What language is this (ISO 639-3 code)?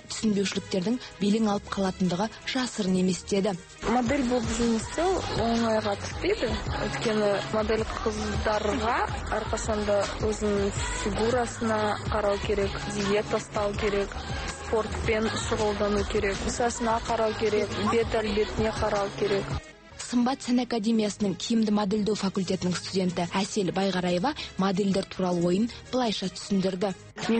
kaz